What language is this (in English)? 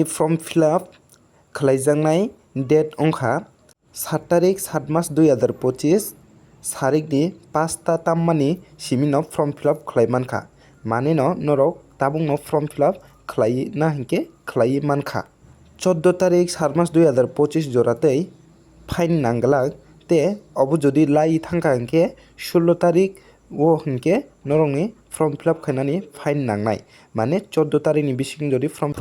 Kok Borok